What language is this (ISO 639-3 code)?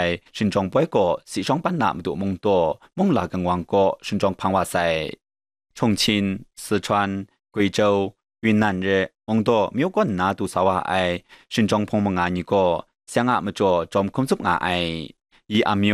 kac